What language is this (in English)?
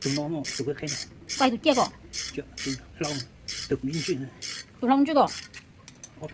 Hmong